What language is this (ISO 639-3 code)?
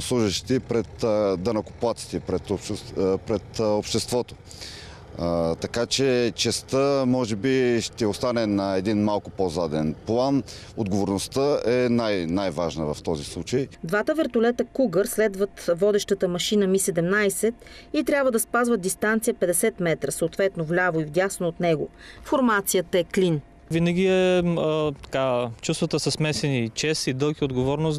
bul